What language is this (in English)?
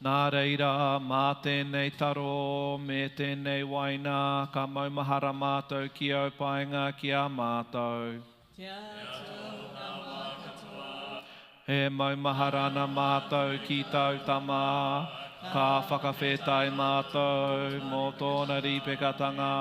Māori